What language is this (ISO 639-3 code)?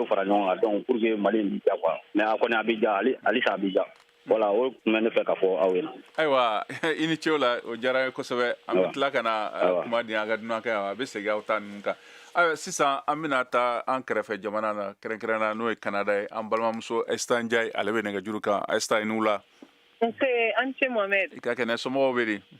bam